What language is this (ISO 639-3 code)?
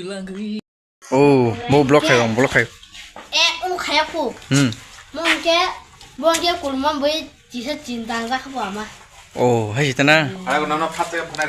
trp